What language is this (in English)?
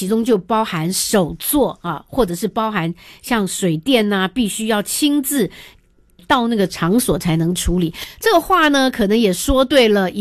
Chinese